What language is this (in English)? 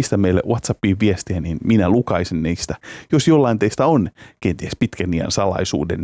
Finnish